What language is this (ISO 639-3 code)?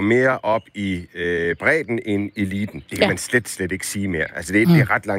dan